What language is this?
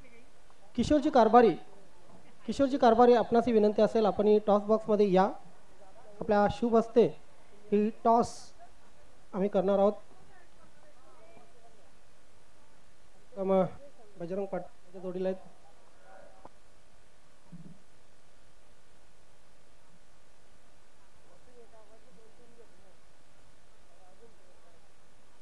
Marathi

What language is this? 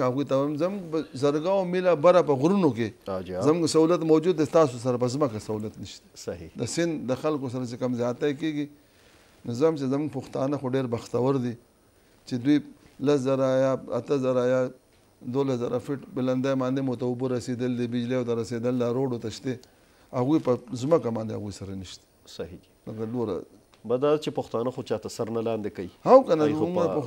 Pashto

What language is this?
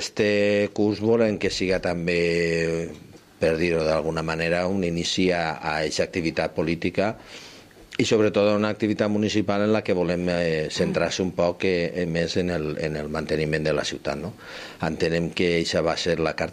Catalan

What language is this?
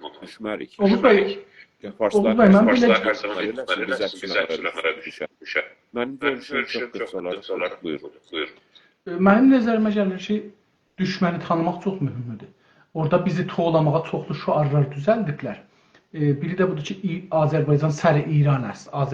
South Azerbaijani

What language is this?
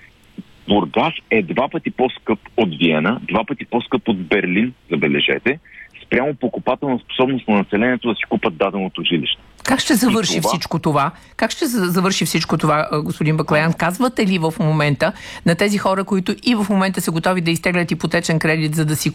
Bulgarian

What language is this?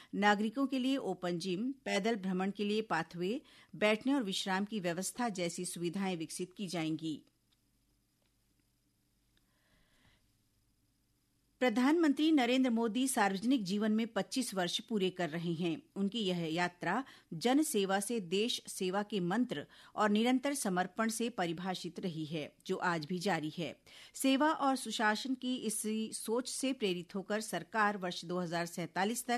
Hindi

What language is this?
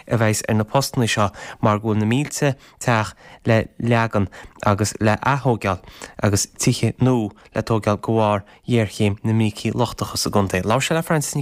Irish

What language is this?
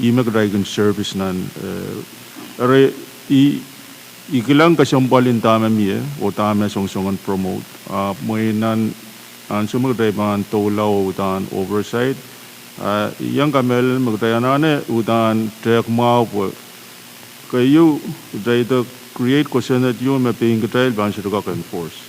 Pohnpeian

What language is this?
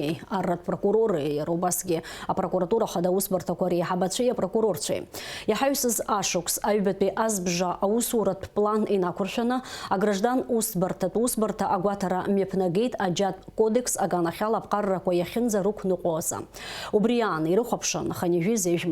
Abkhazian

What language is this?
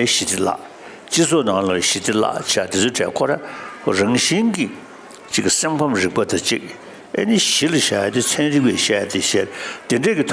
Tibetan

